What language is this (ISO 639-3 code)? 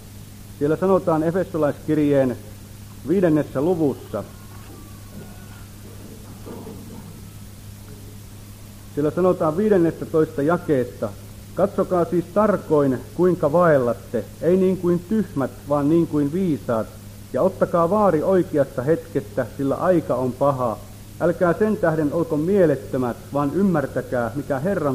fin